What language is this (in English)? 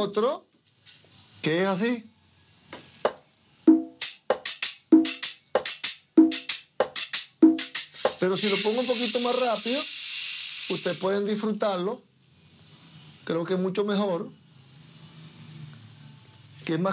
Spanish